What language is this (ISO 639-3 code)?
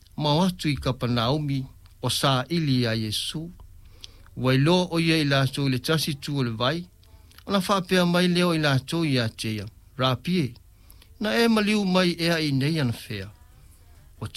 smo